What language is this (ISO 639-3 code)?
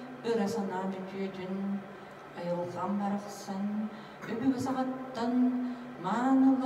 sah